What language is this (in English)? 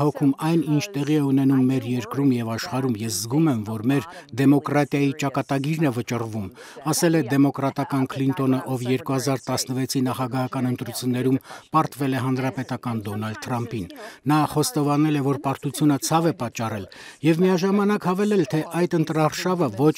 Armenian